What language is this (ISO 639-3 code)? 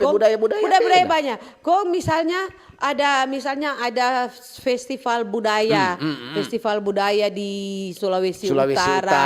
xmm